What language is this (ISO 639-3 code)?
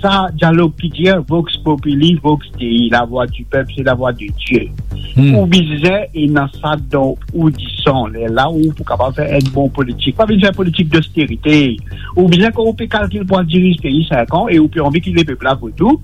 mfe